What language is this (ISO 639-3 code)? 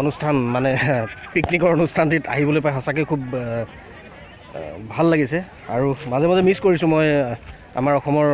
asm